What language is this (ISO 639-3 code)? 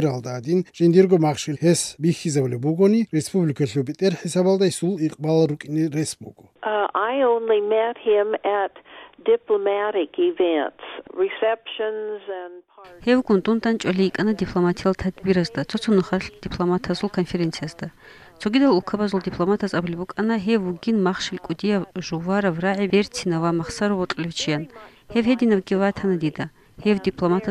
ava